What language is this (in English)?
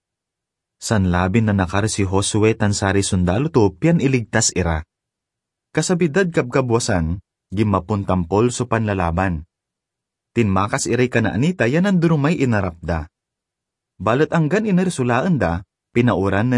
Pangasinan